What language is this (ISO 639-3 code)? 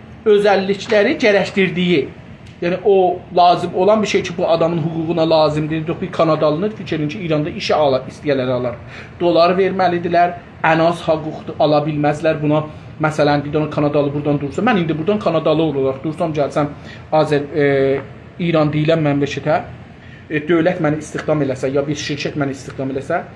azb